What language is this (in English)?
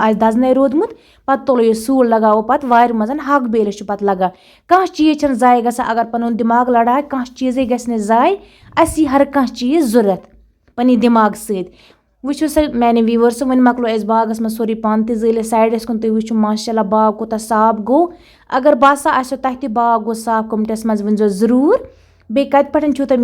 Kashmiri